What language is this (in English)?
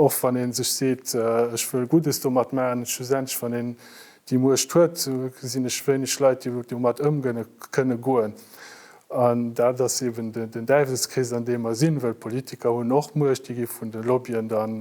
Luxembourgish